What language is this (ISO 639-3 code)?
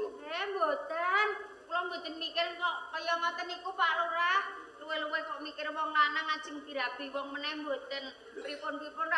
jav